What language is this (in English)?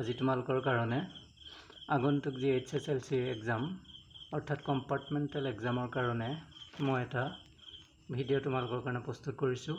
Assamese